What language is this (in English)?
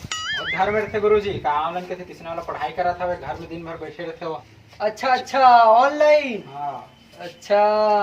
Chhattisgarhi